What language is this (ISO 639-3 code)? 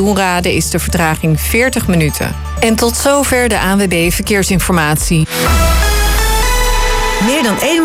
nld